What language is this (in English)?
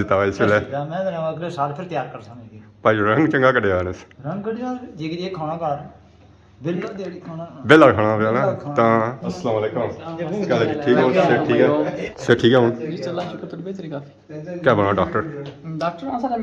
Pahari-Potwari